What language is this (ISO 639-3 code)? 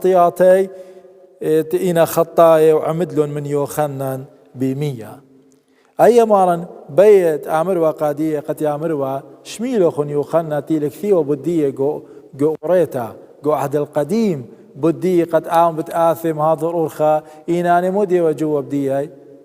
aii